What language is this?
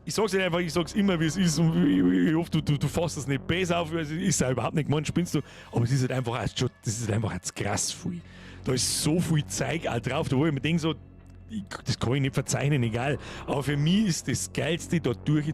Bavarian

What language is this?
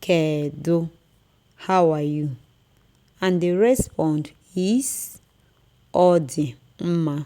Igbo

